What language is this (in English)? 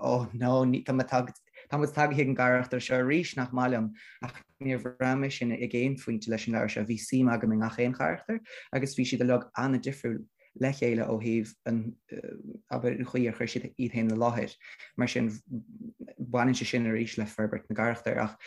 Irish